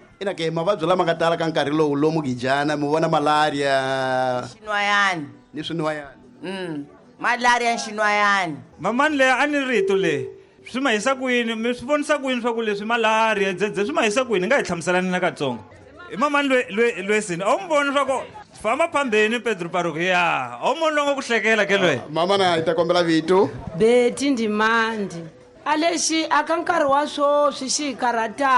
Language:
Tsonga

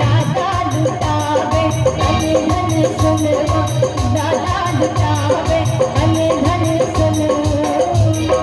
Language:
Maithili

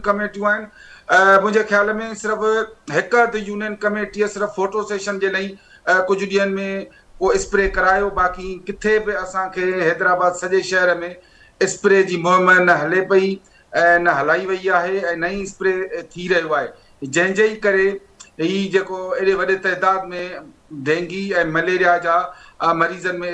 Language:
Sindhi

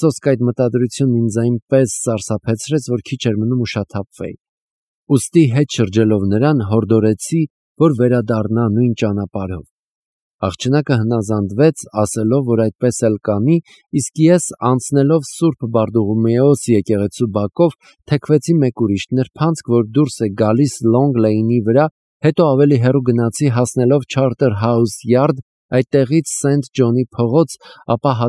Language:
Armenian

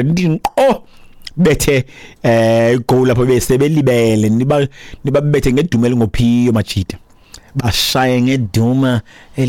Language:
Xhosa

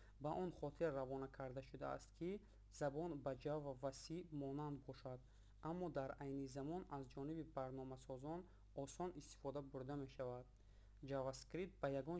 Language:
Tajik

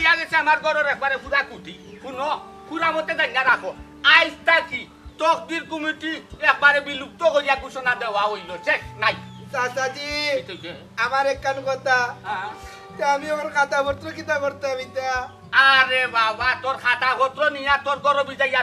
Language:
Sylheti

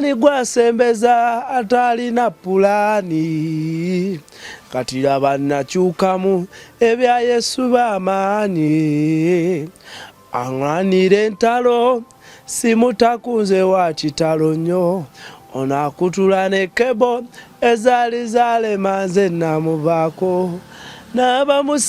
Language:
Ganda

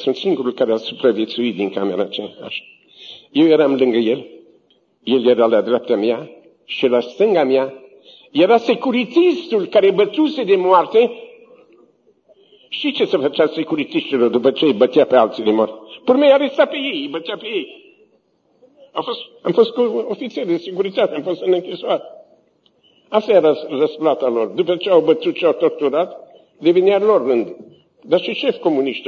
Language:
Romanian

